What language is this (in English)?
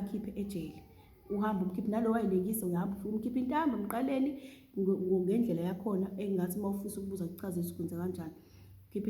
Zulu